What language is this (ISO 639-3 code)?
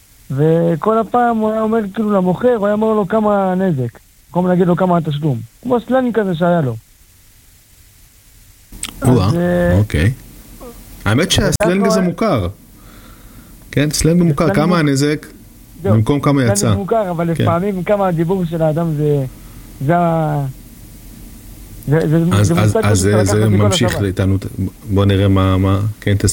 heb